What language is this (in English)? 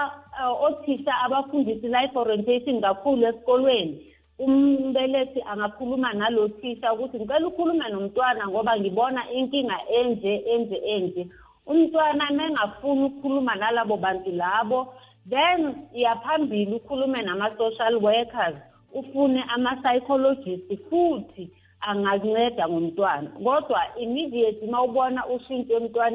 South Ndebele